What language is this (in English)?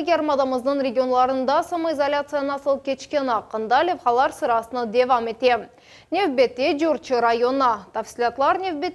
Crimean Tatar